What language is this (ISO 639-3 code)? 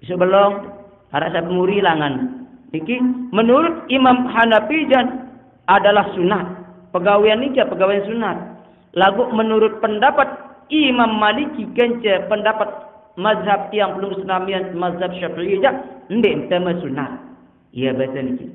sas